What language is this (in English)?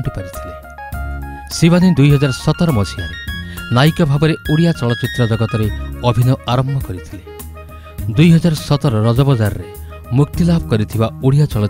Odia